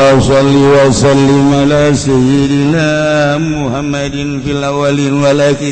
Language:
Sundanese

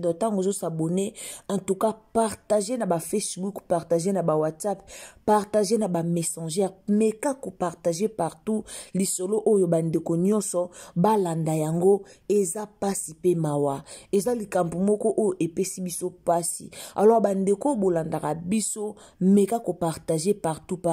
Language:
Lingala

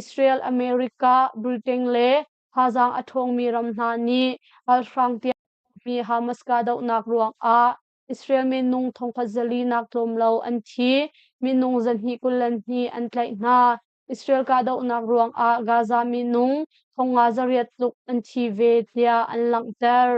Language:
Hakha Chin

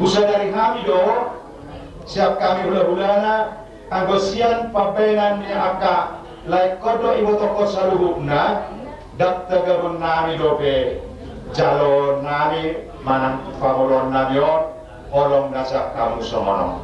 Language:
Batak Toba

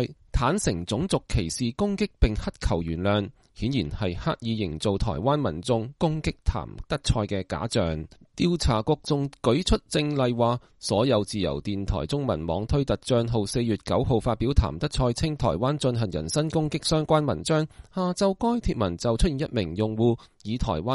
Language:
Cantonese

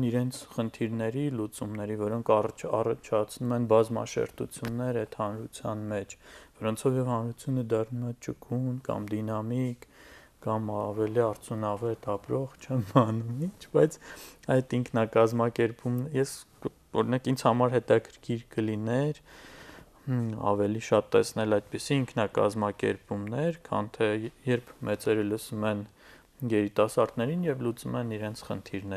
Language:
Armenian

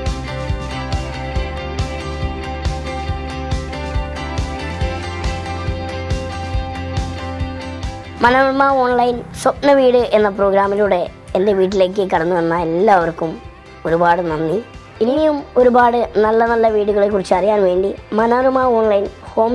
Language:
Malayalam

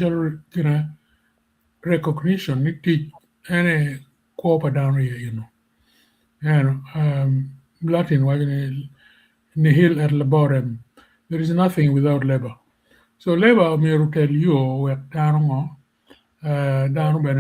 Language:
Acoli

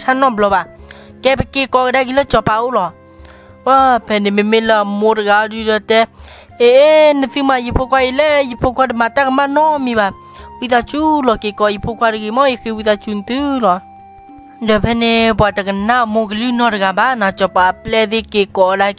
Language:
S'gaw Karen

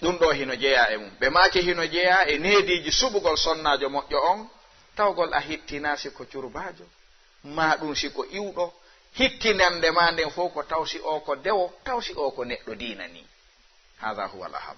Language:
Fula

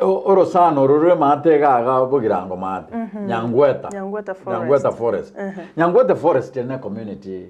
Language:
Gusii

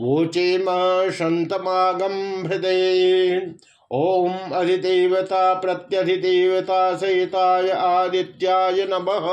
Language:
Sanskrit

